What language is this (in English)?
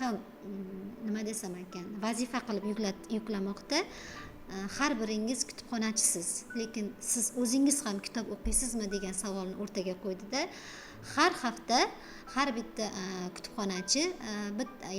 Uzbek